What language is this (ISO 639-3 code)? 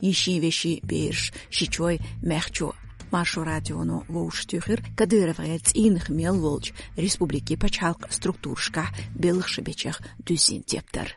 che